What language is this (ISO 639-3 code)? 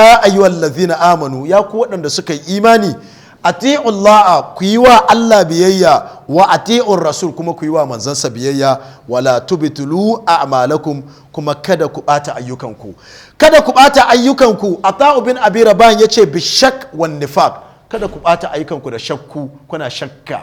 hau